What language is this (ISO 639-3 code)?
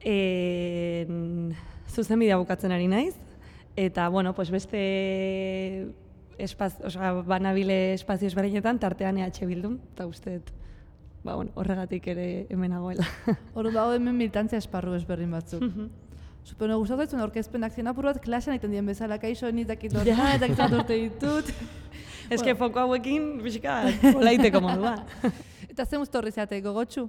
eus